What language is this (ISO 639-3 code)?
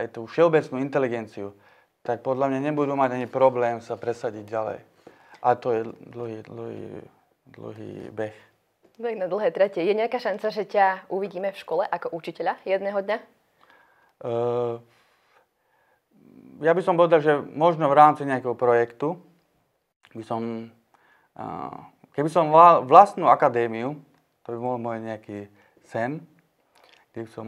slk